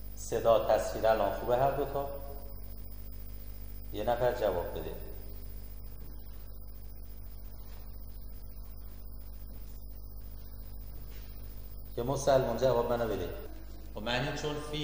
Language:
Persian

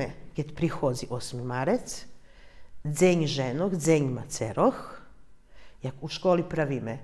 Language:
Rusyn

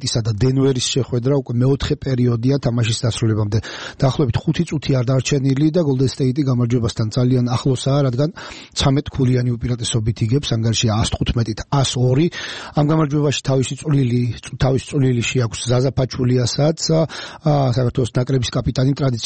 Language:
Georgian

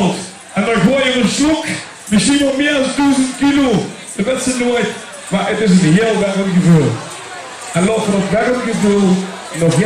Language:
Limburgish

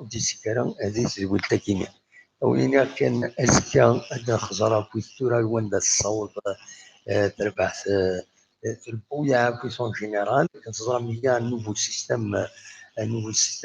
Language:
Kabyle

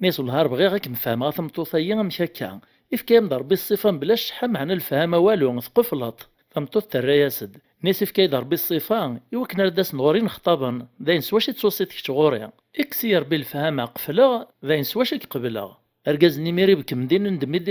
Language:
Kabyle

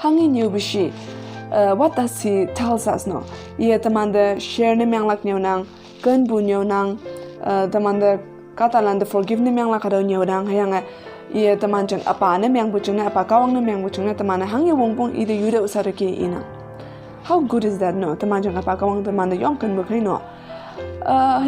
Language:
Konyak Naga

